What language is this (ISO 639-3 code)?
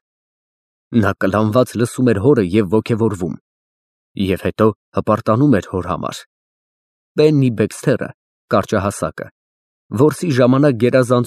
hye